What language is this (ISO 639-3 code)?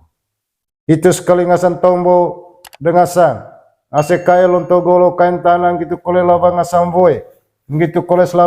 mqy